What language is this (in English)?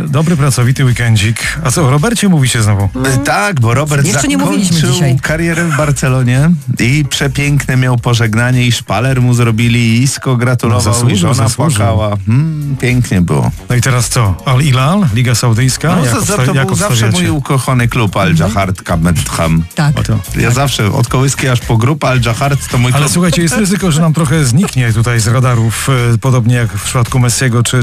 Polish